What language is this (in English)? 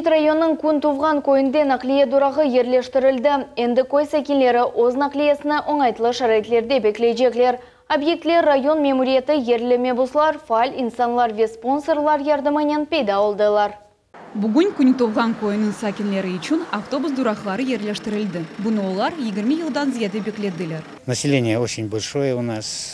Crimean Tatar